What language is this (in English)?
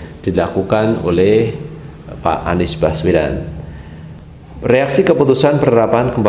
Indonesian